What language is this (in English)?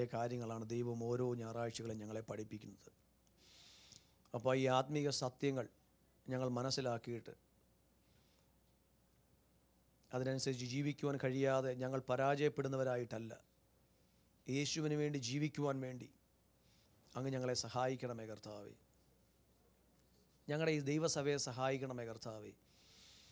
Malayalam